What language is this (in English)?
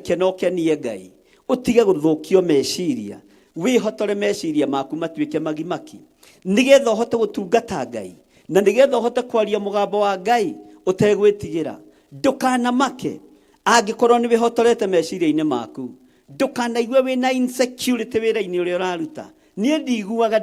Kikuyu